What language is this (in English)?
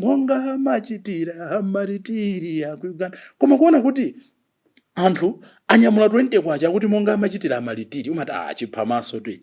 Nyanja